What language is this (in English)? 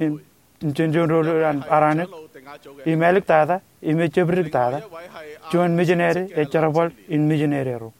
Marshallese